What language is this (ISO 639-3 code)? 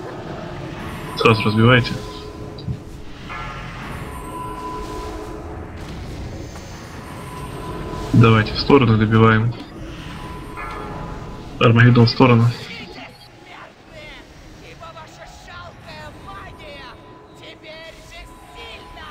rus